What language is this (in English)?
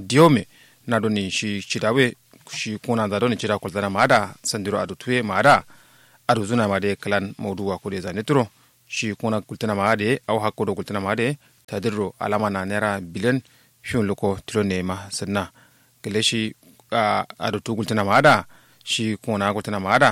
Kanuri